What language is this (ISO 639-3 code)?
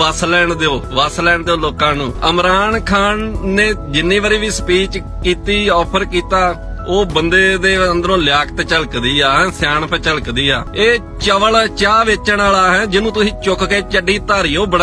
lah